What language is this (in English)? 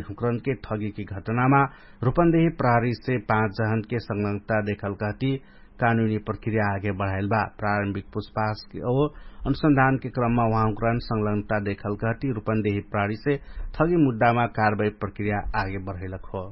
Dangaura Tharu